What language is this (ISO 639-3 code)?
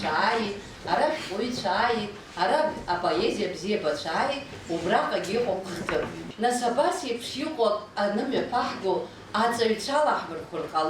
abk